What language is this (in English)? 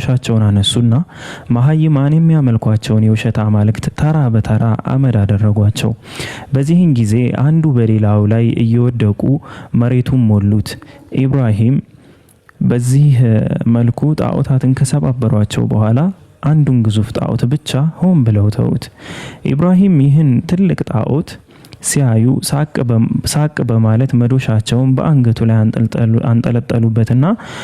Amharic